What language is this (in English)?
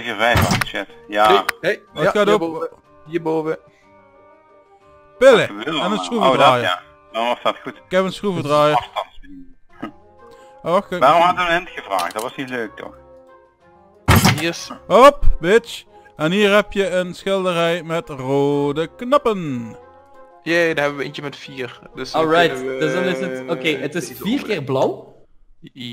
Dutch